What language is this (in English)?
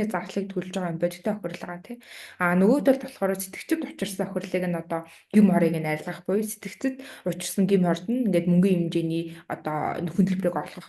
Mongolian